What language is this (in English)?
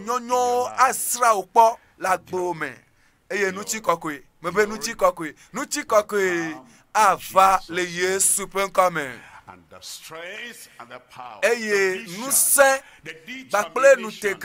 Ewe